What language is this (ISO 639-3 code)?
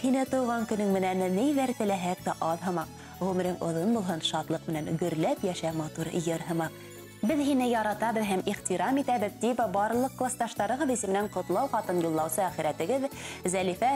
bak